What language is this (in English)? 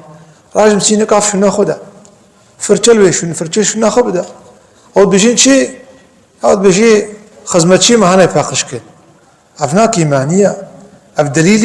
Kurdish